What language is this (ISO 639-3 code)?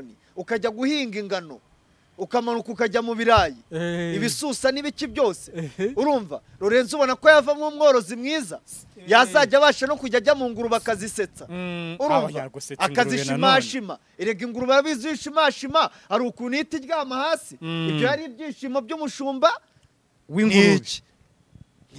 kin